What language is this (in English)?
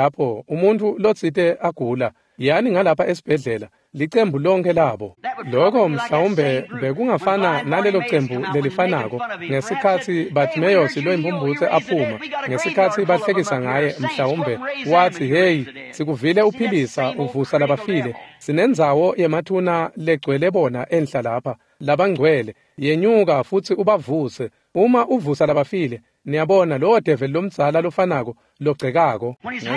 Swati